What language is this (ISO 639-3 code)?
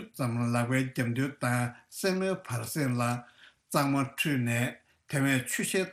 bod